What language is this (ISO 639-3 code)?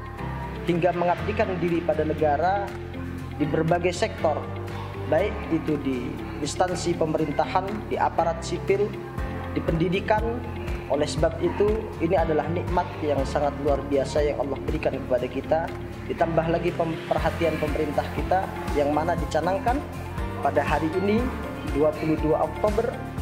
ind